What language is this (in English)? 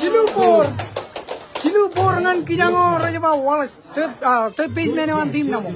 Marshallese